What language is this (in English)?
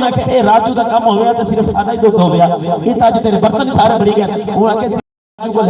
Saraiki